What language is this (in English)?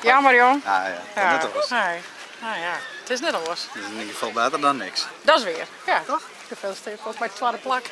Western Frisian